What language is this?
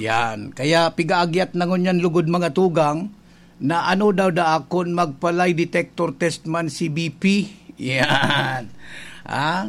Bikol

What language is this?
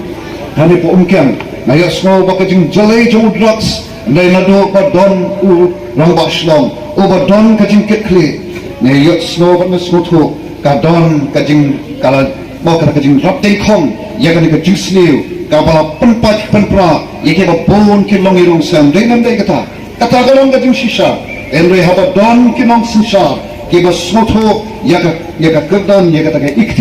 Khasi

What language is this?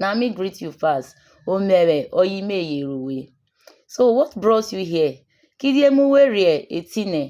Urhobo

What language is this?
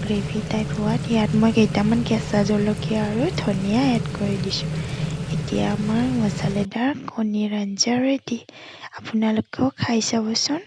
Assamese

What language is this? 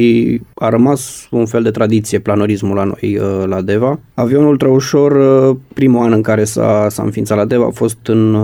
Romanian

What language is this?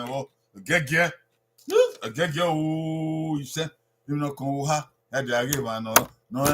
Bini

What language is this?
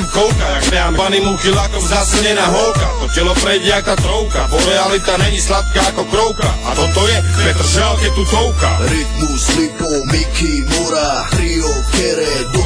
Slovak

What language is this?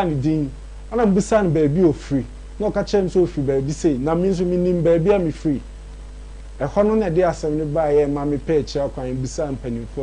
Akan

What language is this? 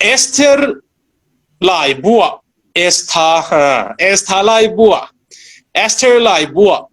Tedim Chin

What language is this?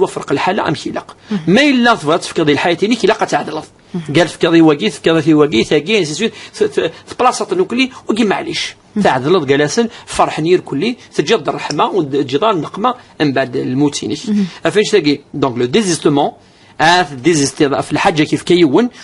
Kabyle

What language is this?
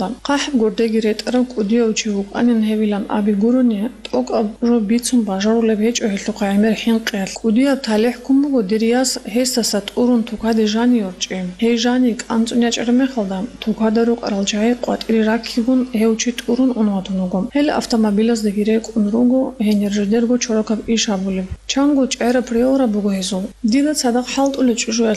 Avaric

